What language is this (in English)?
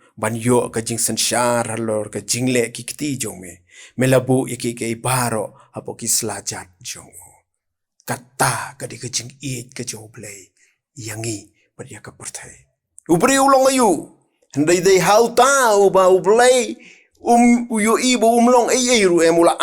Khasi